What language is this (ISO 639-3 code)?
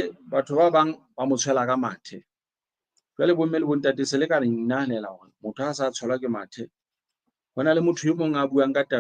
sot